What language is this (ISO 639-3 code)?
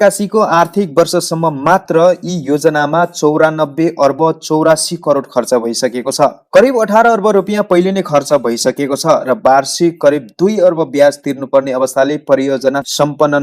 nep